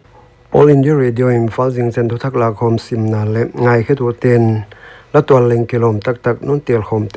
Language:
Paite Chin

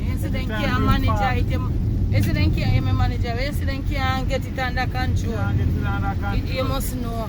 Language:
Jamaican Creole English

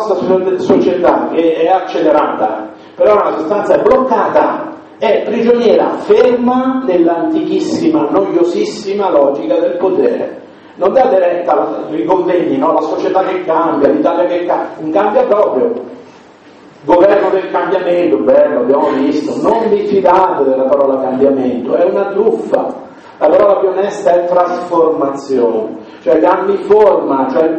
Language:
Italian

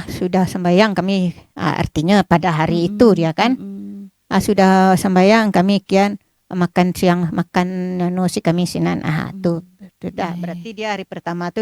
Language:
Minangkabau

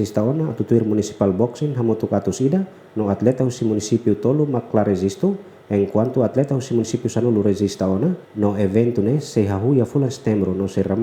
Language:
Tetum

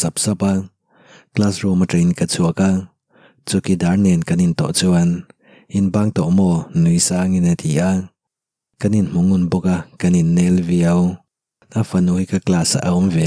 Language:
Mizo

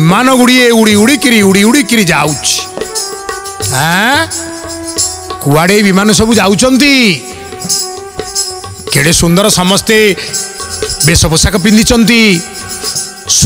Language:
Odia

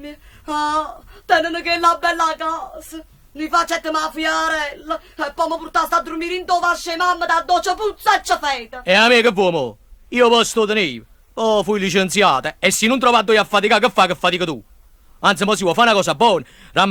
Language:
Neapolitan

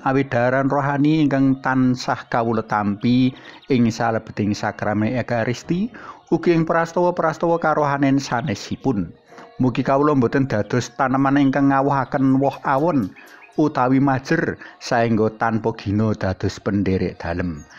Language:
Javanese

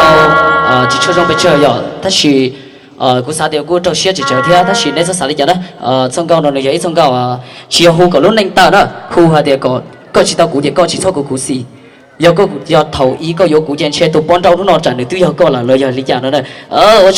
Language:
Hmong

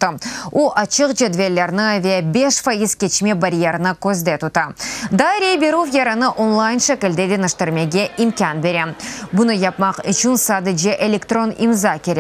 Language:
Crimean Tatar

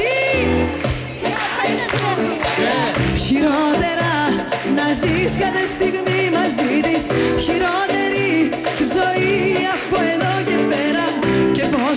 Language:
Greek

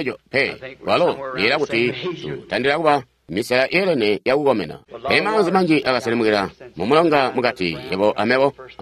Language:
Tonga (Zambia)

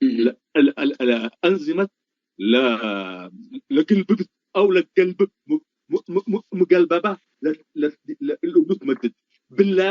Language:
Tigre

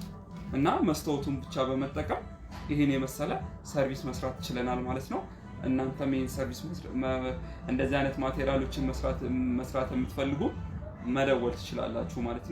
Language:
Amharic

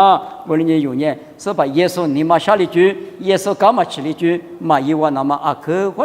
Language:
Lisu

